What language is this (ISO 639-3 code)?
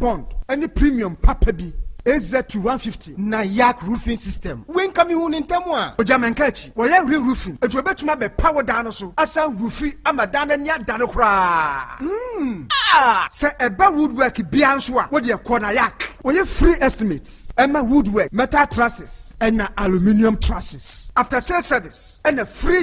aka